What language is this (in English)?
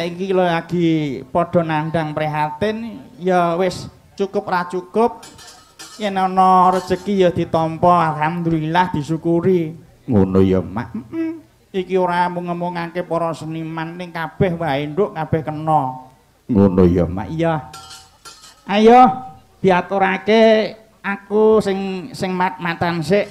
Javanese